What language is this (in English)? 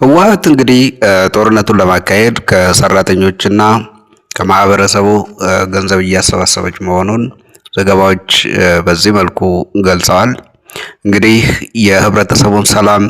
Amharic